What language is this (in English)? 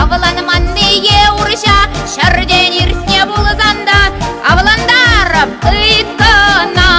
Chuvash